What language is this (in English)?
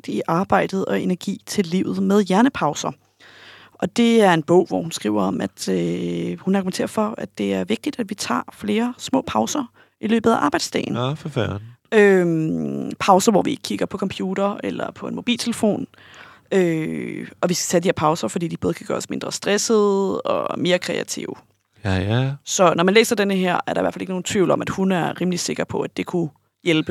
Danish